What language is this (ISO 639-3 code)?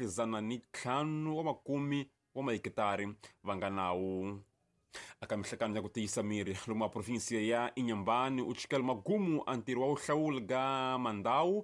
tso